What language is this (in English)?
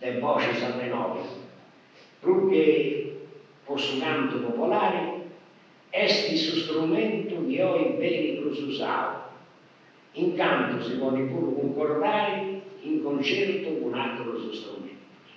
Sardinian